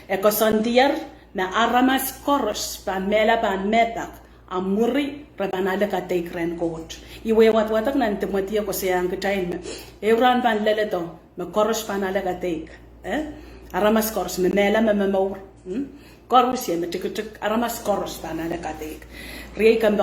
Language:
Pohnpeian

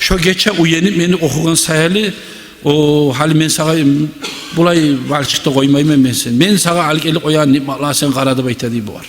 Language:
Kumyk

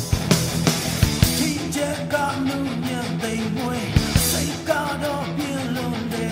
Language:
Burmese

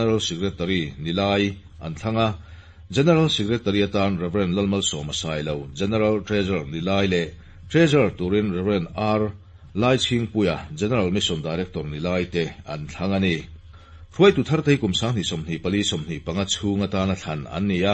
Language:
Mizo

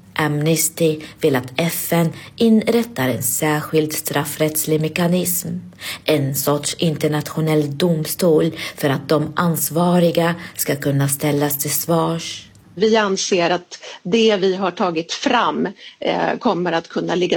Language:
Swedish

